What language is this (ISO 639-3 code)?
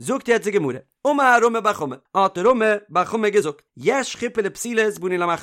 yid